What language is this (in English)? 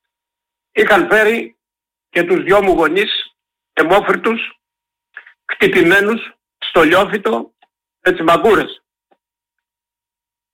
Greek